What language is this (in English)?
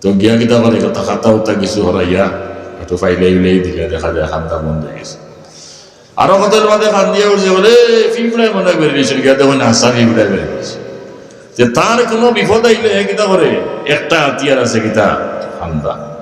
Sylheti